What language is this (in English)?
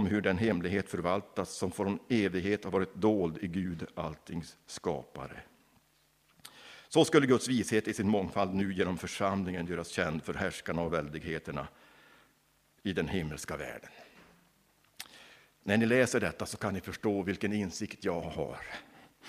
Swedish